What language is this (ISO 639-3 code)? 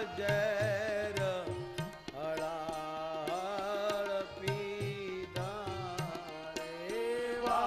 guj